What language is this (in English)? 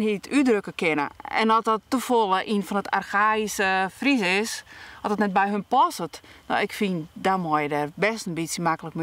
Western Frisian